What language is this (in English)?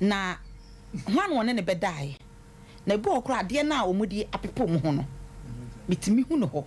Akan